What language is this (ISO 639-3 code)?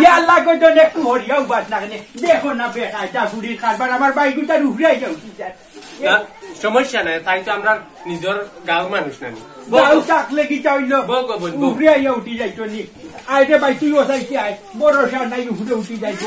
syl